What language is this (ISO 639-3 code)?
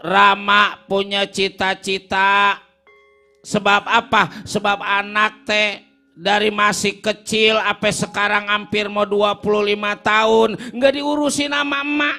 bew